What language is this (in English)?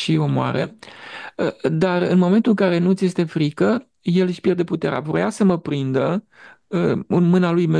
Romanian